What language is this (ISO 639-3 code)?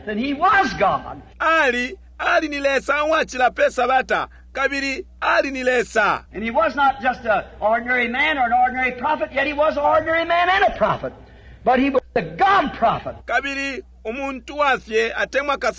bem